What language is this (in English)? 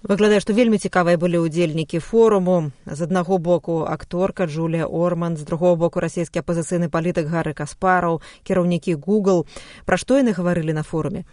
Belarusian